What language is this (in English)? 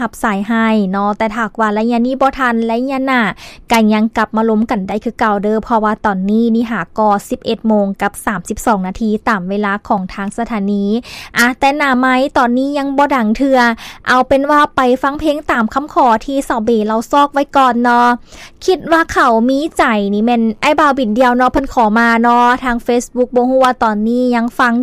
Lao